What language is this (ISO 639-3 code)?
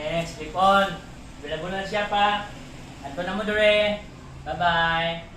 ceb